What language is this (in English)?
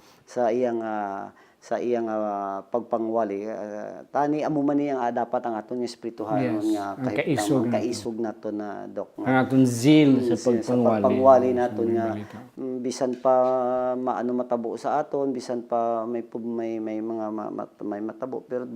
Hiligaynon